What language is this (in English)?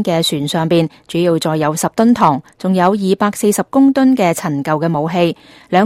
Cantonese